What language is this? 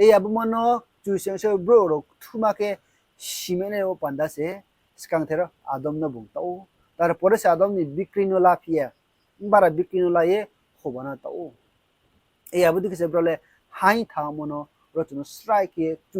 Riang (India)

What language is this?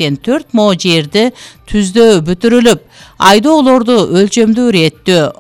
Kyrgyz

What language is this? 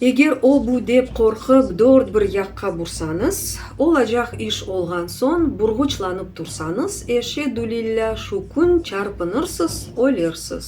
Crimean Tatar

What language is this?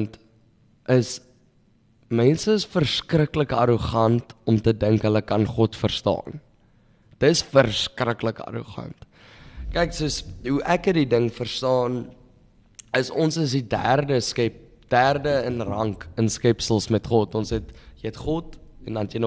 Afrikaans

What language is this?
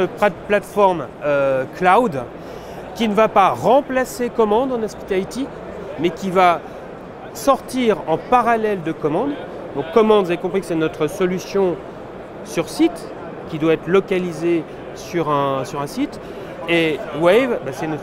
French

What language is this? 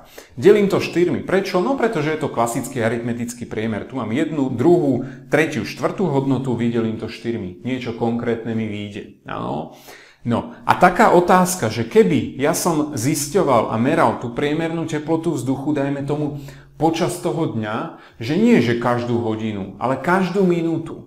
Slovak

